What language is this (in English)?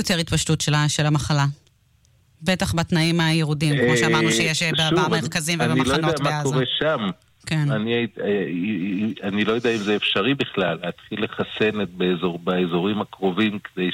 Hebrew